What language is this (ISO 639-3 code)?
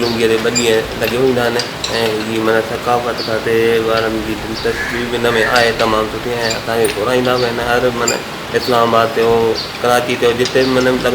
snd